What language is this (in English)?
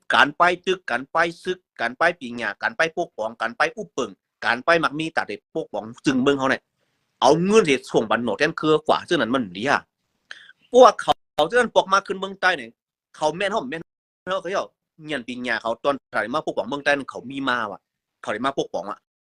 Shan